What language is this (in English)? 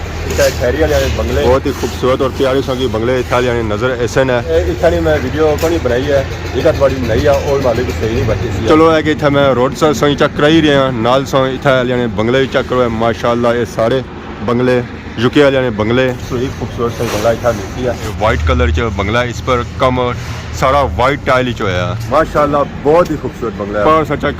Pahari-Potwari